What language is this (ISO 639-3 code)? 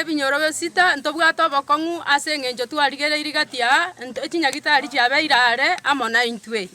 guz